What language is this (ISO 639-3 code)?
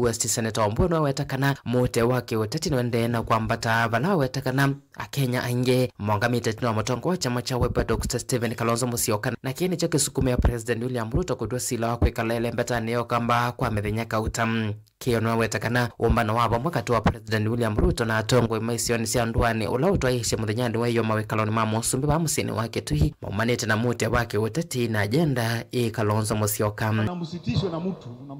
kam